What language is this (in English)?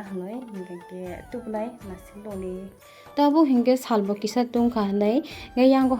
Kok Borok